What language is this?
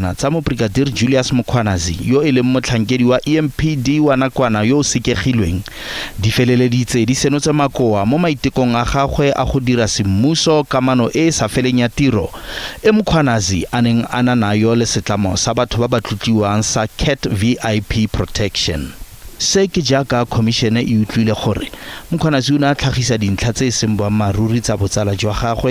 Tswana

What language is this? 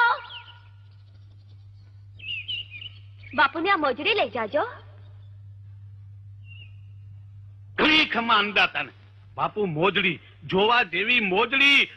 Gujarati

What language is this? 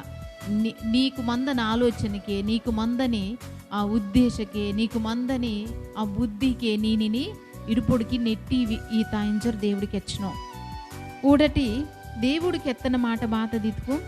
Koya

